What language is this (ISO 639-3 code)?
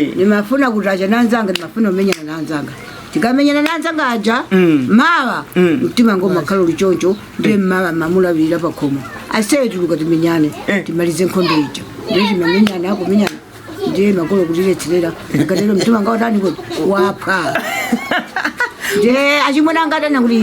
nya